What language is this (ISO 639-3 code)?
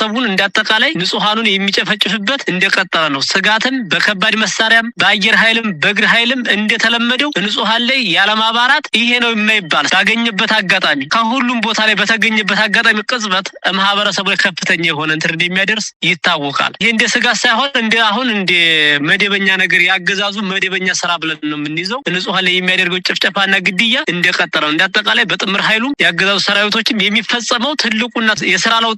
amh